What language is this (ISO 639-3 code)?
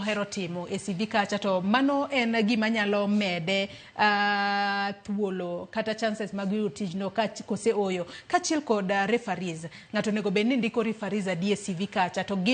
luo